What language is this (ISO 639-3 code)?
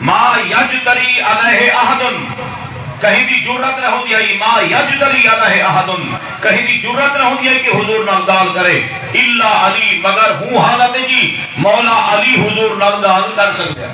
skr